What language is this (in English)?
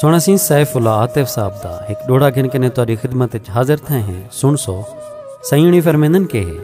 Saraiki